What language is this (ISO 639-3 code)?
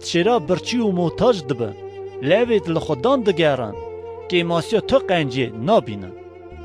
kur